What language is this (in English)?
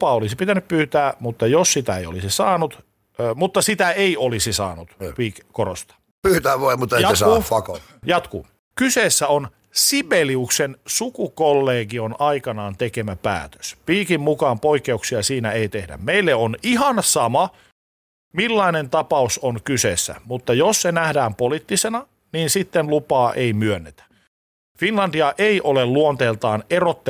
Finnish